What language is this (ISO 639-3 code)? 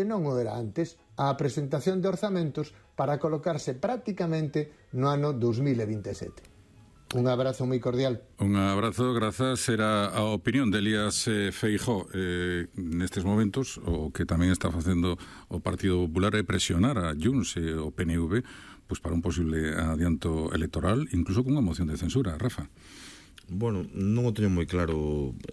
glg